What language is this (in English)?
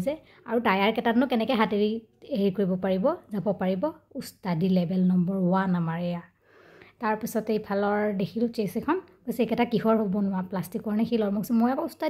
Assamese